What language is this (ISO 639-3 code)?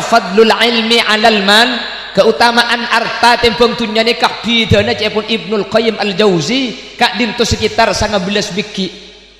mad